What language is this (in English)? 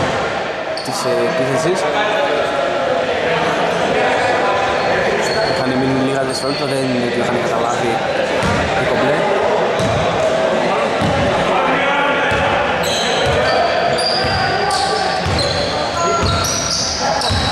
Greek